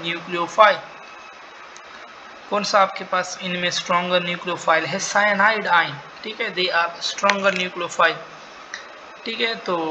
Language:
Hindi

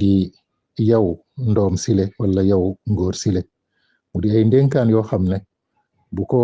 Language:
Wolof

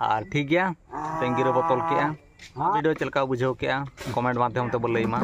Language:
Santali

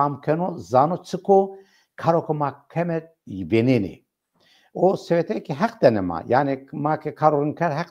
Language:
Zaza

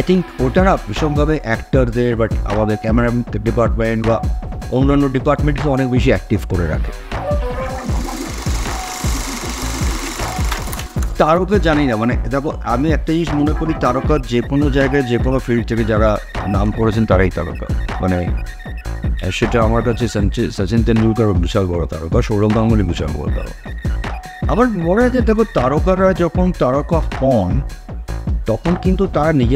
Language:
Bangla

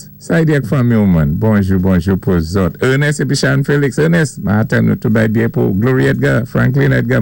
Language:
Saint Lucian Creole French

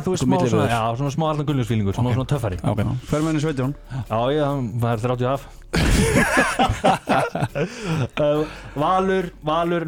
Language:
Icelandic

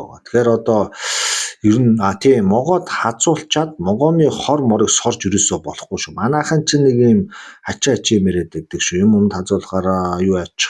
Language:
Mongolian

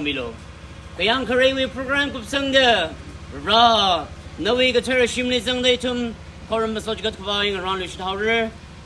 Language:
Tangkhul Naga (India)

